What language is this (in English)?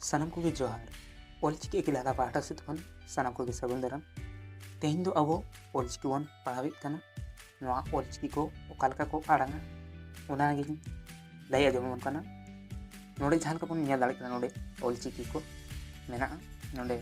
Santali